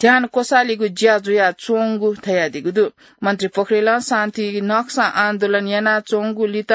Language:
Newari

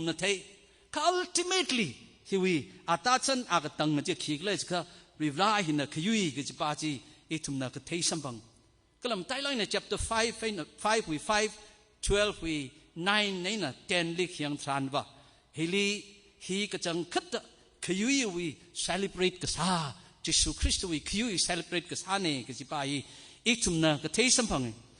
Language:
Tangkhul Naga (India)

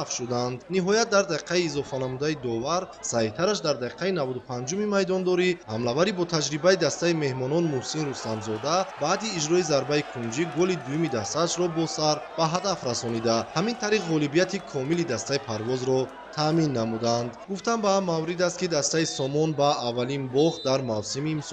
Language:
Tajik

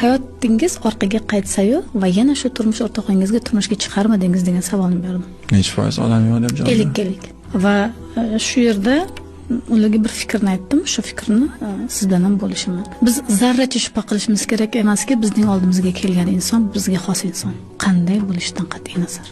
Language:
Uzbek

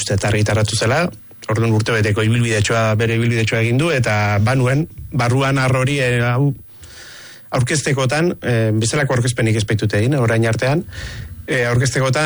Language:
Basque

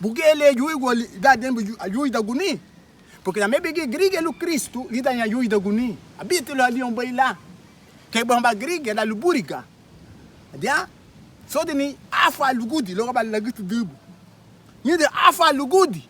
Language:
Garifuna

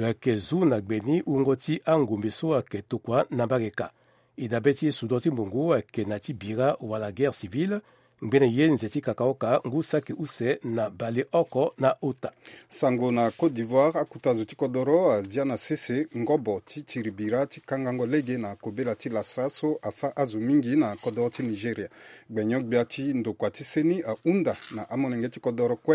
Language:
Sango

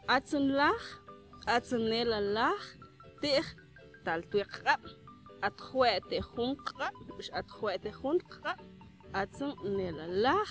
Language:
Mam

